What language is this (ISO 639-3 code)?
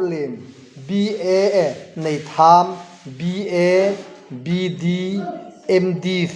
hmr